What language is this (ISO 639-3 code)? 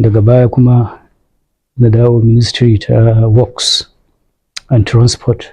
hau